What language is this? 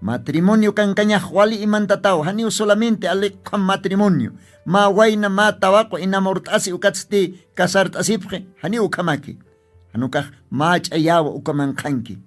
Aymara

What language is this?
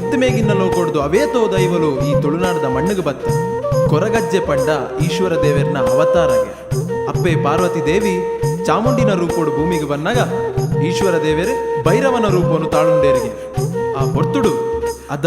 Tulu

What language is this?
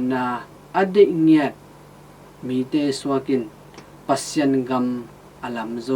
Tedim Chin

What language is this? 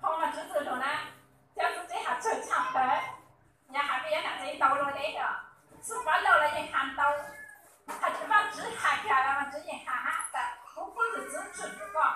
Hmong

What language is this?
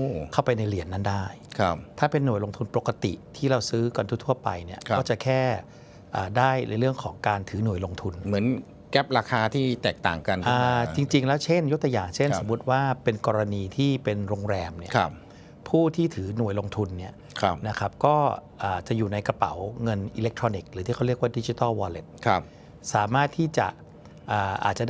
Thai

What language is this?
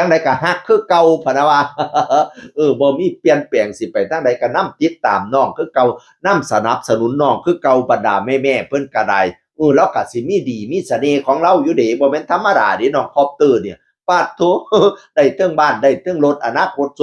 Northeastern Thai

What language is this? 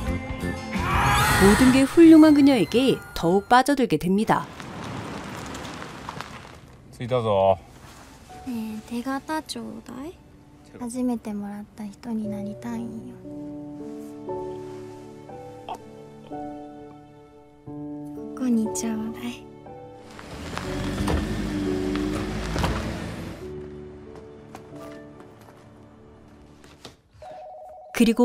Japanese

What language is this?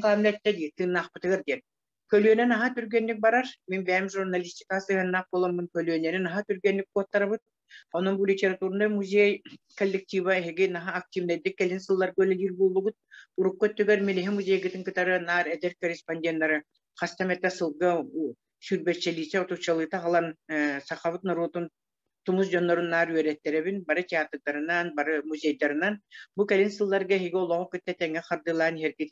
Yakut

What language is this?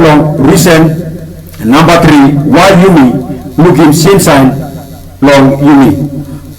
Tok Pisin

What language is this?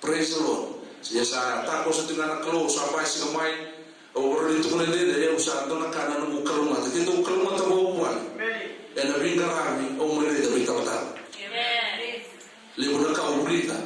Fijian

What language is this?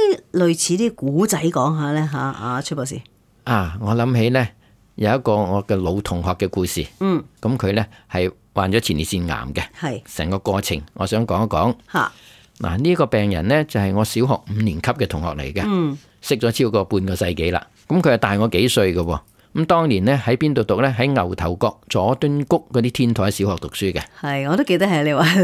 Cantonese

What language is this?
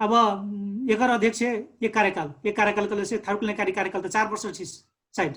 Dangaura Tharu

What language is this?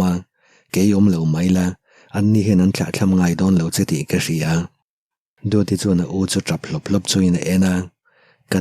Mizo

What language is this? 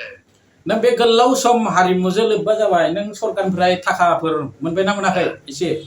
Bodo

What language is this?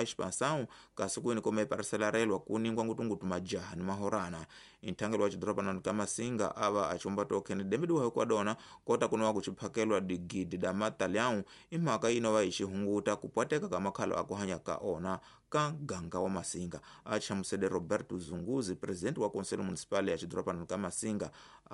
Tsonga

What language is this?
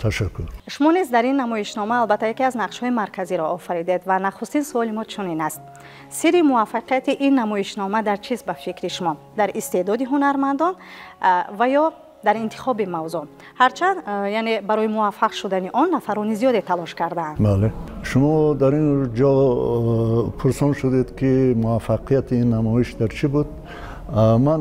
Tajik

